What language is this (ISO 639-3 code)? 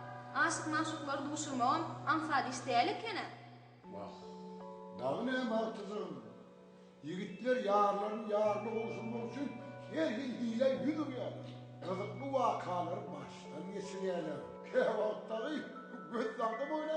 tuk